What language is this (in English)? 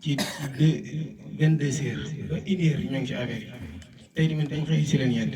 Wolof